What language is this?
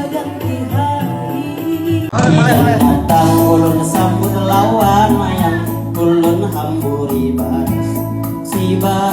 Banjar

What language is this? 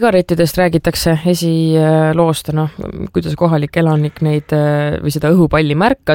Estonian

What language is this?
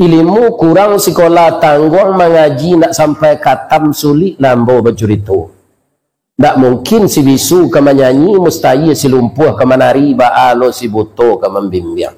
Minangkabau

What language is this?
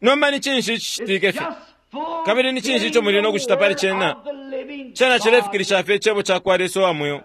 Bemba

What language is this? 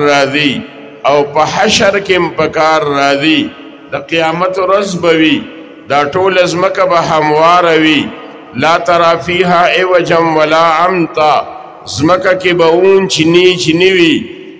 Pashto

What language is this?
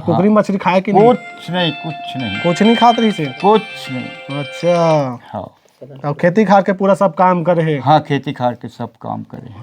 Chhattisgarhi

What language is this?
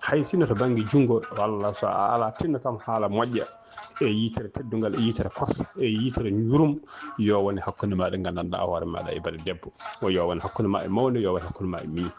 Fula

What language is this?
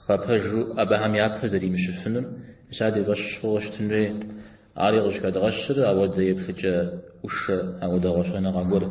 Kabardian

